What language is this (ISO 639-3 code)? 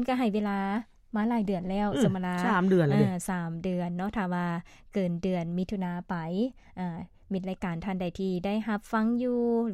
lao